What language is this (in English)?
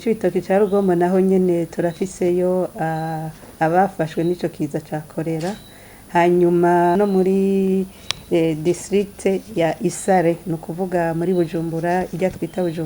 Rundi